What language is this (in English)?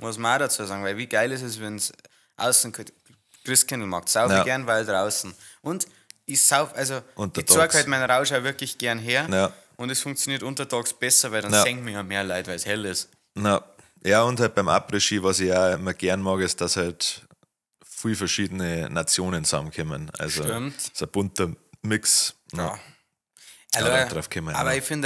Bavarian